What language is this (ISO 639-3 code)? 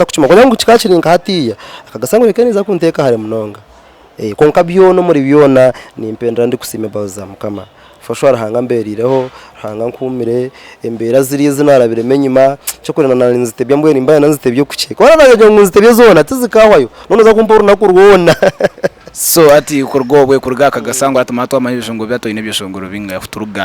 nyn